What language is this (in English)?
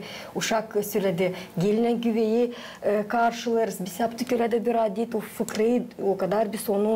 Gagauz